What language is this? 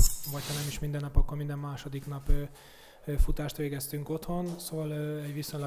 Hungarian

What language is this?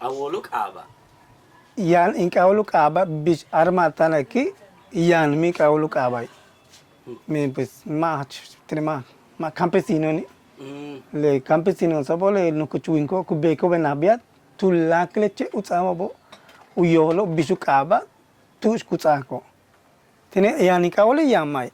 Yucateco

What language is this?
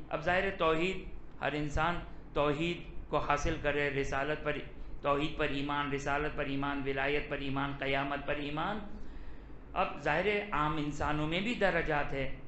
Urdu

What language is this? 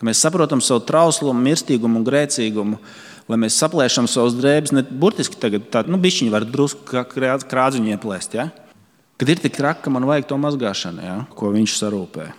Latvian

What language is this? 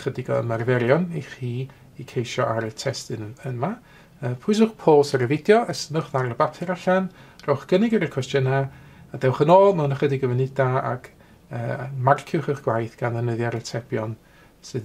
Welsh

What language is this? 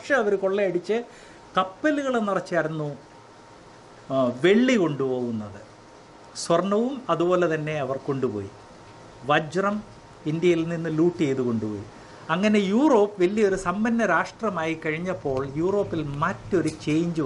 Malayalam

